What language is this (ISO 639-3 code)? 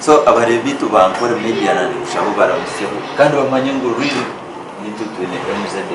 nyn